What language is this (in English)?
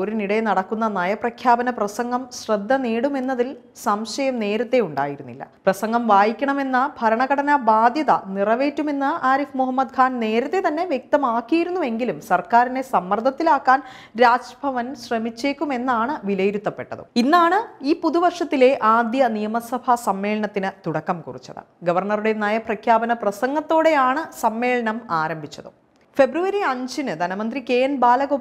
Malayalam